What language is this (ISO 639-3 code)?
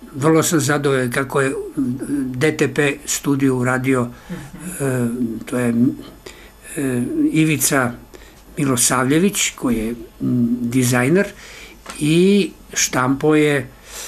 srp